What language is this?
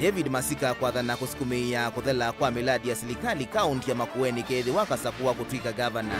Kamba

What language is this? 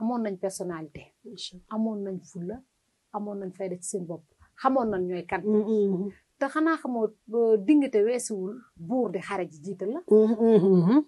Wolof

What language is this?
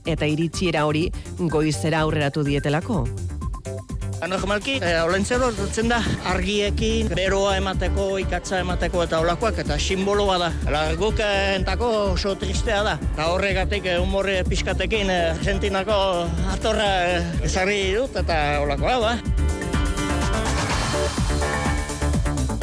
Basque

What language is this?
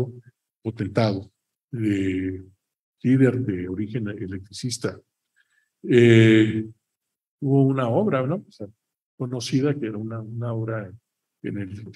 Spanish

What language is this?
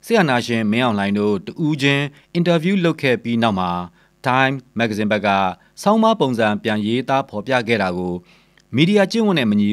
Burmese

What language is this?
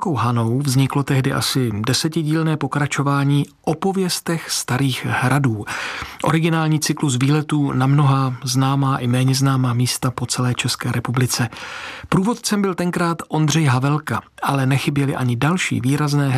Czech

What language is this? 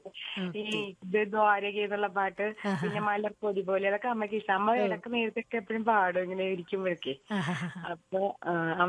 Malayalam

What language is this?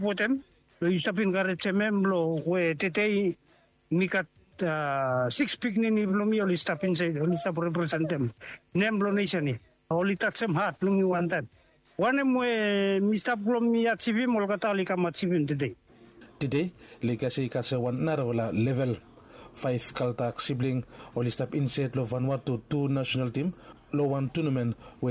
Bislama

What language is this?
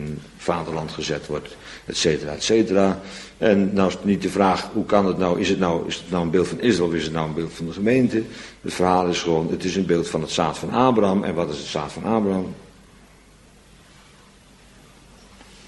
Dutch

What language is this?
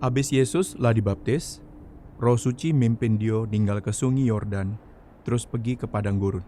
Musi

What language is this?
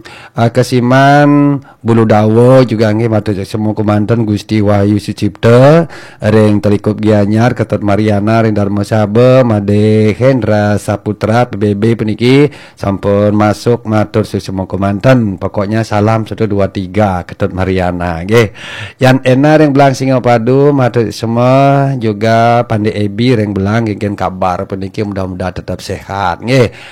Balinese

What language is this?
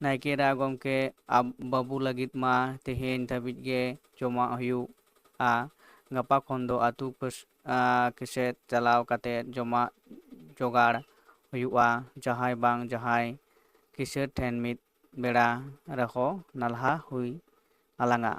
Santali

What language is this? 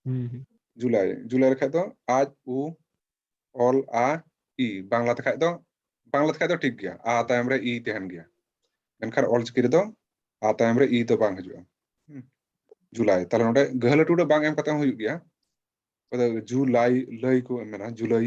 Santali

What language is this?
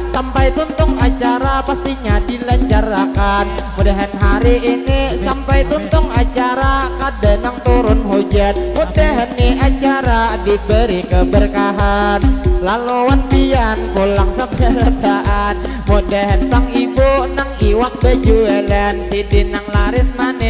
Banjar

